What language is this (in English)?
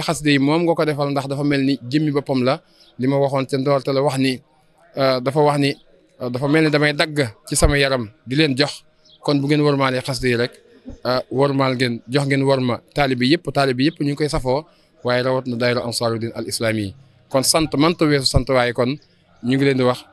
Wolof